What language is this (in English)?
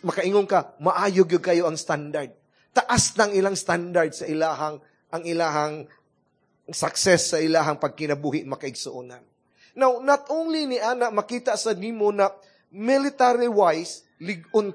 Cebuano